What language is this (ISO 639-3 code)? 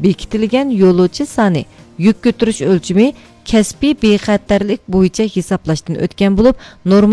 uig